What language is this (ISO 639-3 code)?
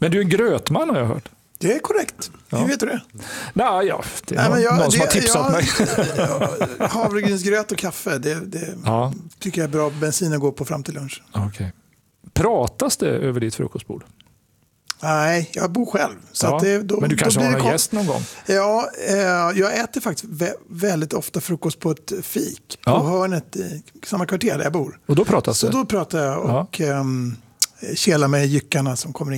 swe